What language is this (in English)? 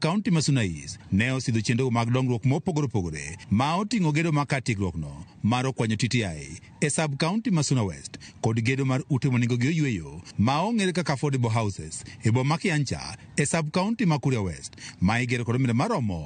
Luo (Kenya and Tanzania)